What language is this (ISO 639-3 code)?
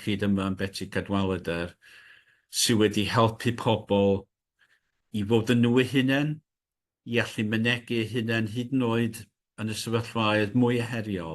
cym